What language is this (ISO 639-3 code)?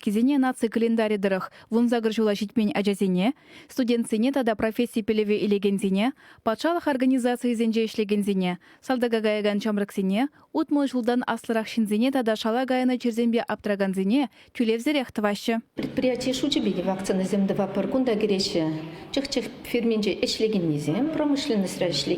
chv